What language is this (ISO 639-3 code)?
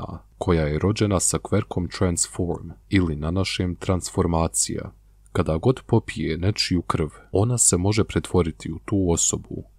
bos